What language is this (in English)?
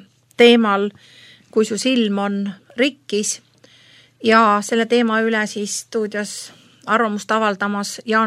Estonian